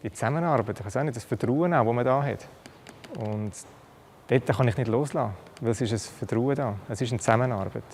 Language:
Swiss German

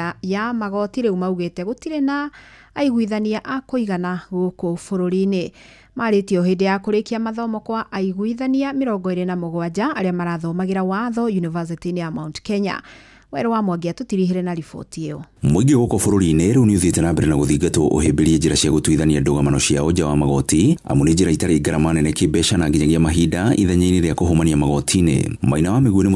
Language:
Kikuyu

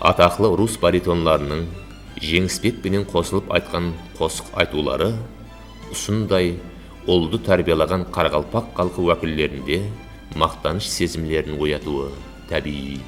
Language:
Kara-Kalpak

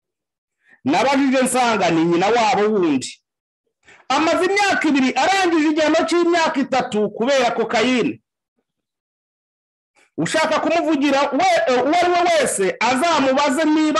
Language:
Kinyarwanda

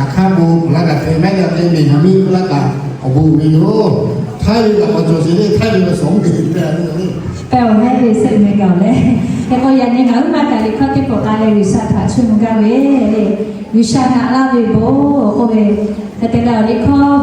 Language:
Lahu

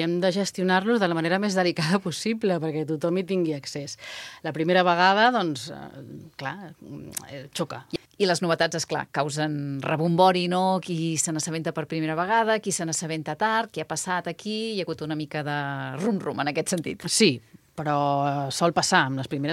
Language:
Catalan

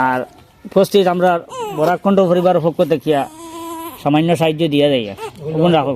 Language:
Sylheti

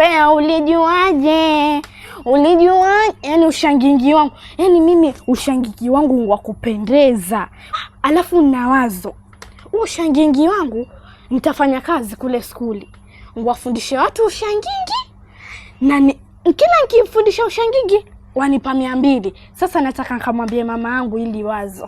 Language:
Swahili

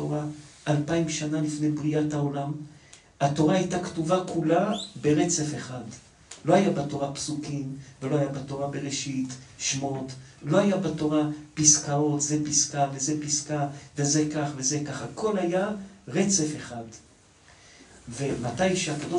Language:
Hebrew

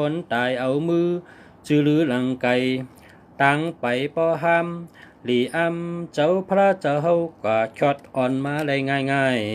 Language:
Shan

